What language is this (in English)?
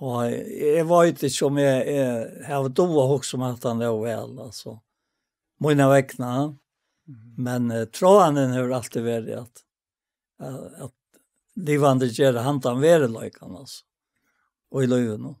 Faroese